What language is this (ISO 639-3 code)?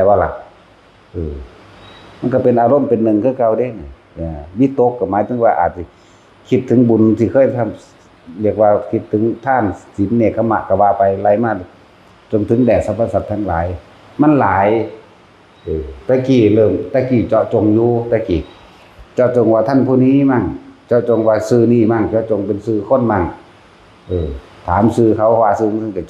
tts